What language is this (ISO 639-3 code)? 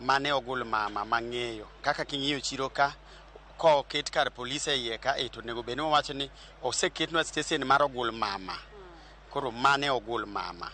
luo